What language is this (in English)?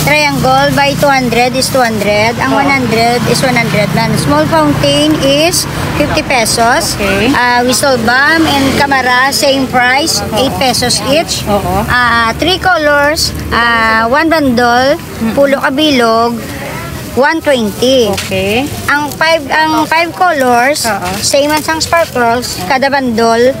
Hiligaynon